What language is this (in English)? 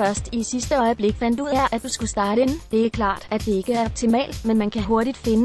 Danish